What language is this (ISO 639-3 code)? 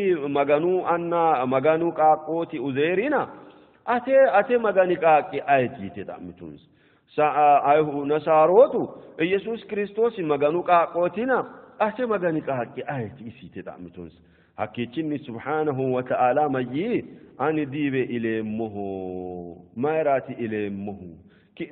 sid